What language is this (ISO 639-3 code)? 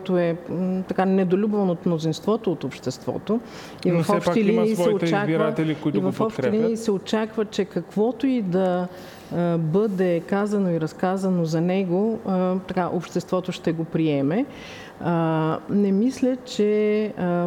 bul